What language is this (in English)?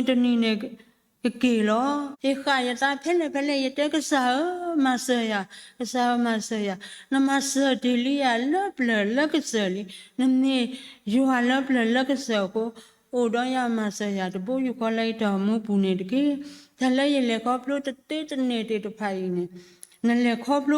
S'gaw Karen